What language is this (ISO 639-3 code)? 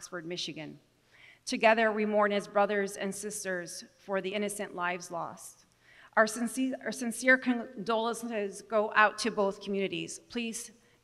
eng